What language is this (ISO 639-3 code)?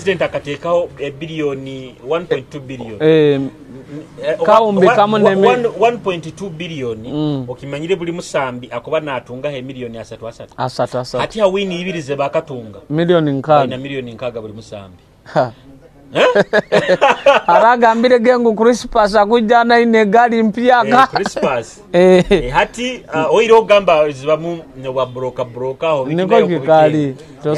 nyo